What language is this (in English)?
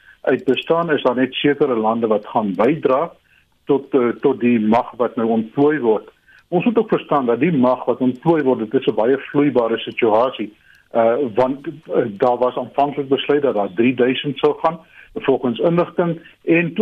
Afrikaans